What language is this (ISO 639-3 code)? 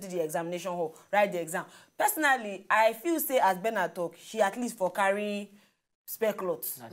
pcm